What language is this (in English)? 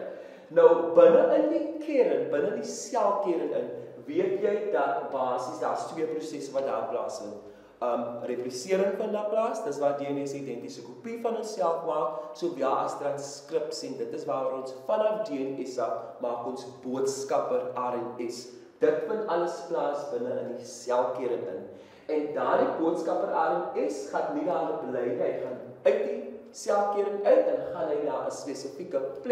Afrikaans